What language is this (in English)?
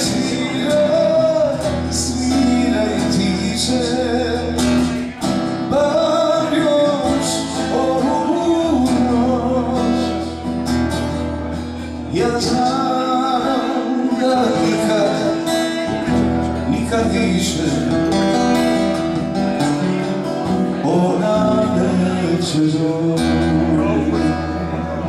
Croatian